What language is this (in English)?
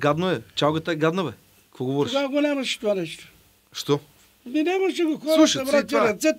Bulgarian